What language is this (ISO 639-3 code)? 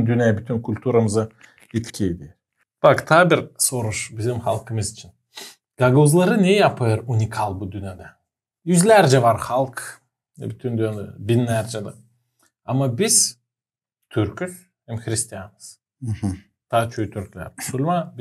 gag